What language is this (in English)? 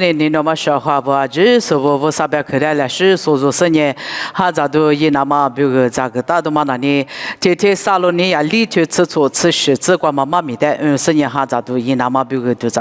Lisu